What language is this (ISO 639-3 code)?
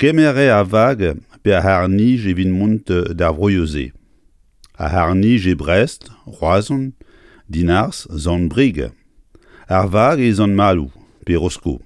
bre